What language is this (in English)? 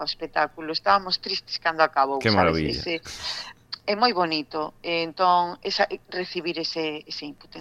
Galician